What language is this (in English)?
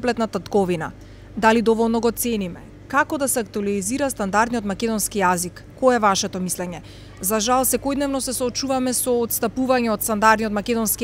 Macedonian